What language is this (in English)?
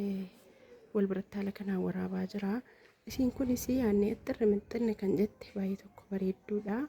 Oromo